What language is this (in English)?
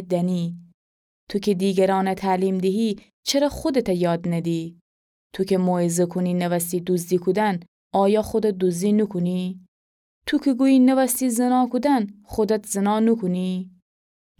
Gilaki